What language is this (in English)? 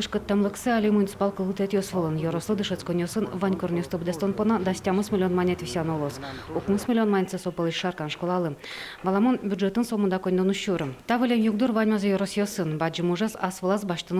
Udmurt